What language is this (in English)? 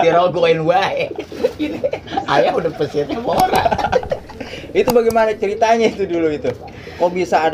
Betawi